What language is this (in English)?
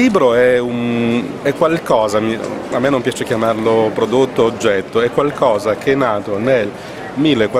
Italian